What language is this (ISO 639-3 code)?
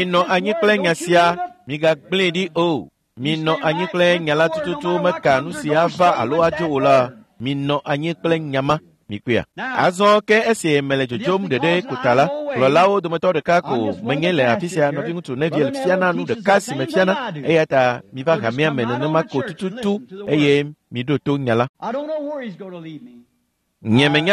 ewe